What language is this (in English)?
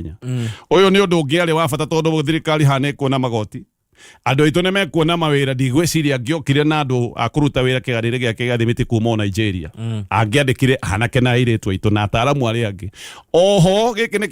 Kikuyu